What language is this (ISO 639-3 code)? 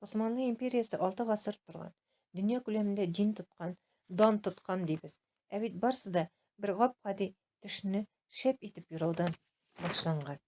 tat